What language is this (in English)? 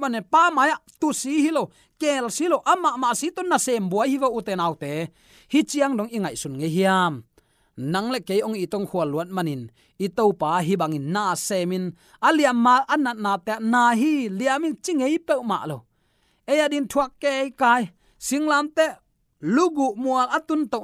Tedim Chin